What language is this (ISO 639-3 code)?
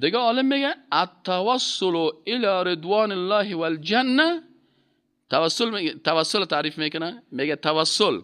fas